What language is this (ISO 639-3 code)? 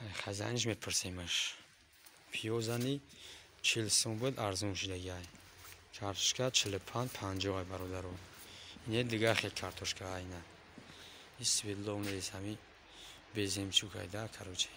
tgk